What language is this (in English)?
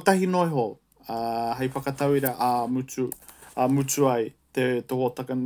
Māori